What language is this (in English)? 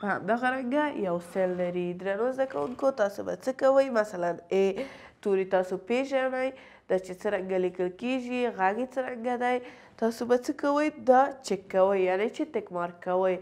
Pashto